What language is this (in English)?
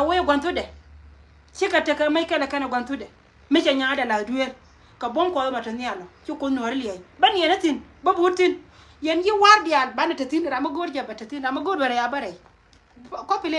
Nuer